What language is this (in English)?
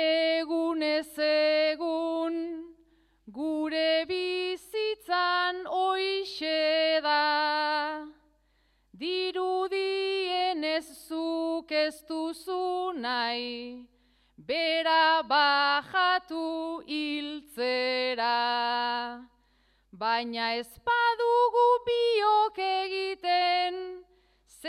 Basque